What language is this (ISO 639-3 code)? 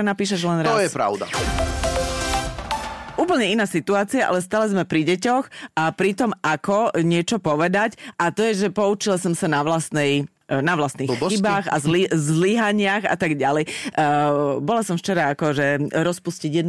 slk